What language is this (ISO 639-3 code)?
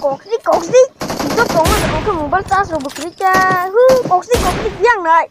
trp